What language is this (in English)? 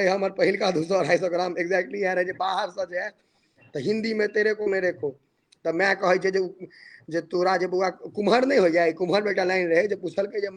Maithili